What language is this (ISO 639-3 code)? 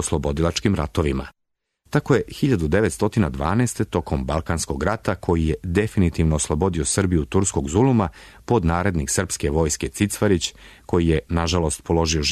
srp